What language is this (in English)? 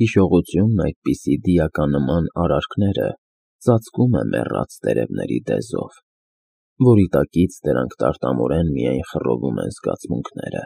Armenian